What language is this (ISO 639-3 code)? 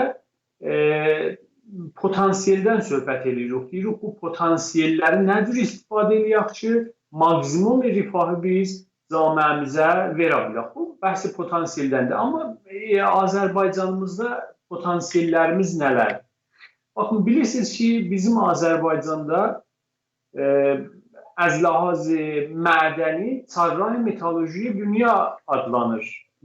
azb